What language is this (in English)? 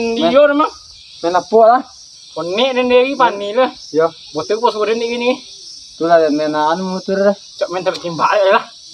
Minangkabau